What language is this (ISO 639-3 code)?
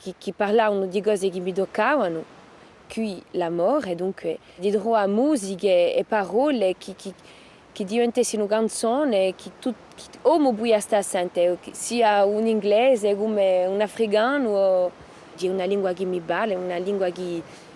cos